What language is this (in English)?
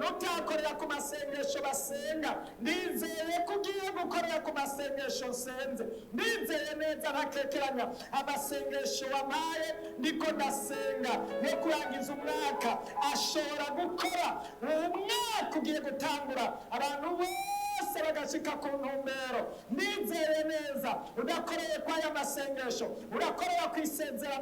Rundi